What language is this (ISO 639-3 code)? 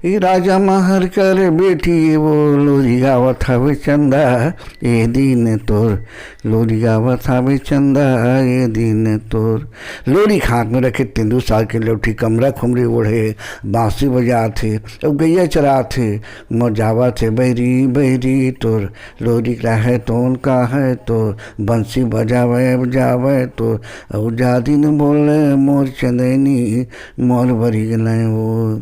hne